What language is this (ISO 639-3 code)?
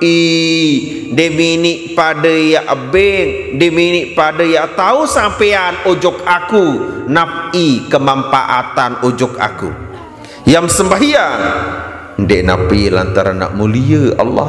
sas